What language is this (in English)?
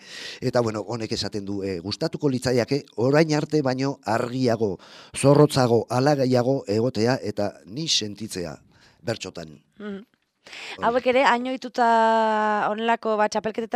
Basque